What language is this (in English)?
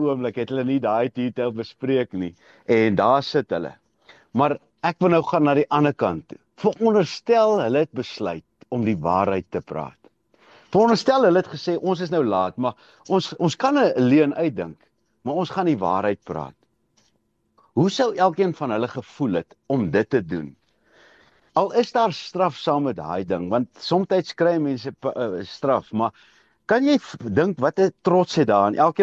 Afrikaans